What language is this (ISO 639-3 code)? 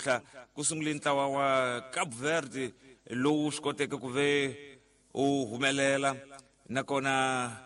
tso